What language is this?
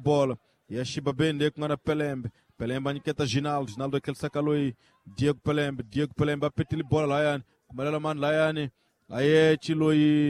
Tsonga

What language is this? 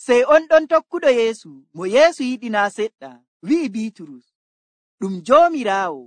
Nigerian Fulfulde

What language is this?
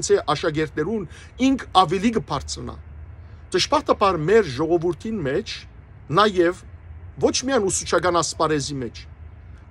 Western Armenian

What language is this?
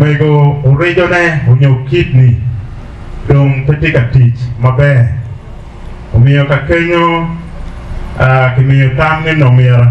Acoli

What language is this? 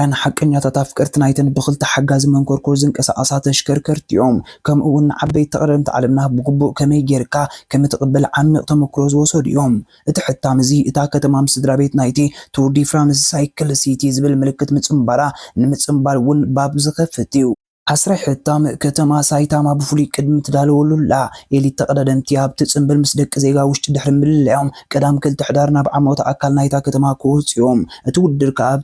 Tigrinya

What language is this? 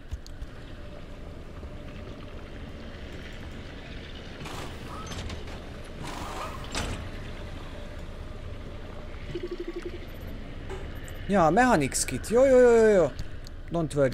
Hungarian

